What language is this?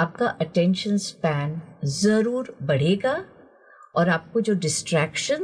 Hindi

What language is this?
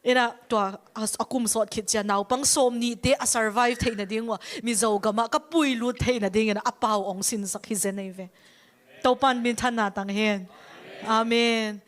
Tedim Chin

